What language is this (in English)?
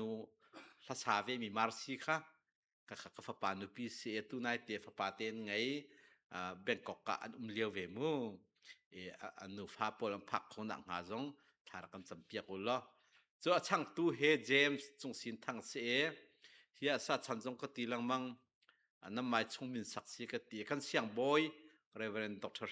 Hakha Chin